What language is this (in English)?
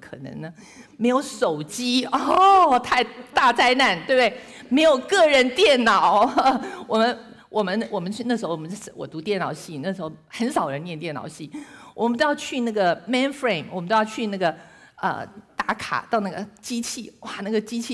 Chinese